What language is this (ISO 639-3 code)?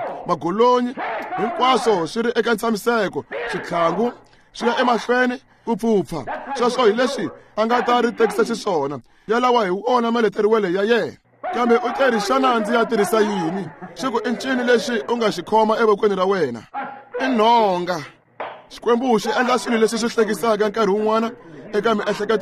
tso